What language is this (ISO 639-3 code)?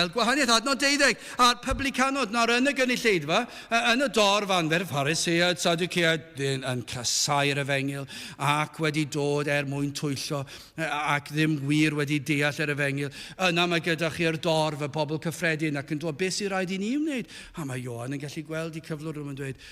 cym